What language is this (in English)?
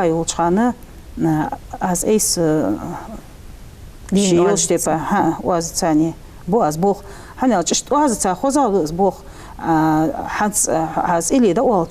Ingush